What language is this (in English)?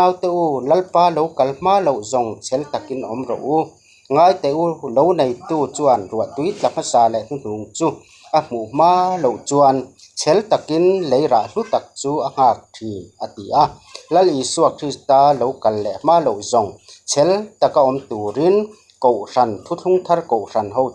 Mizo